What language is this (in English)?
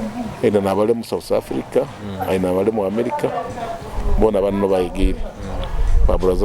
Nyoro